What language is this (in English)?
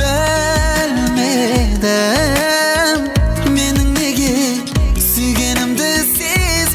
Kara-Kalpak